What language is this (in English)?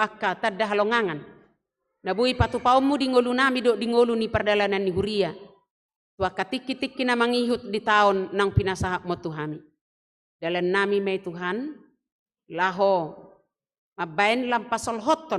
Batak Toba